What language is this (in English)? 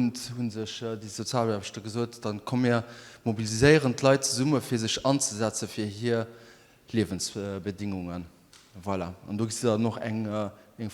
Luxembourgish